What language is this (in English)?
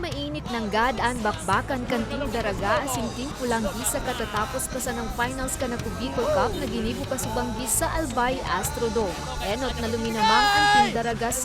Bikol